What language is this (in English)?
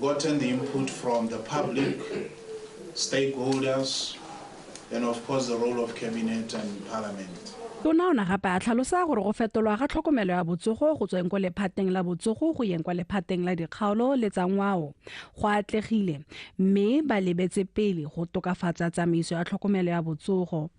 Tswana